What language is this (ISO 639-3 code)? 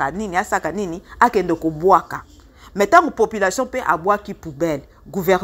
lin